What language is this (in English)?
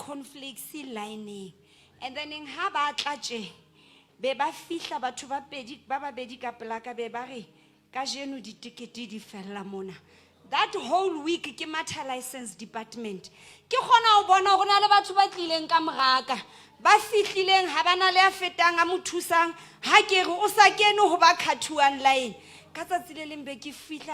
Southern Sotho